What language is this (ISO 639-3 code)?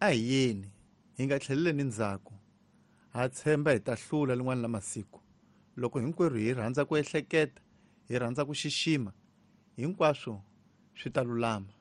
tso